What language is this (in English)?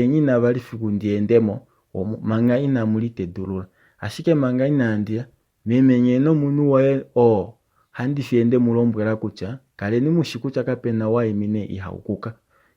Kuanyama